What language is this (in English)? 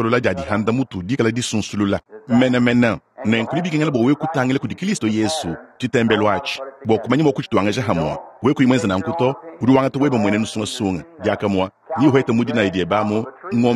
Luba-Lulua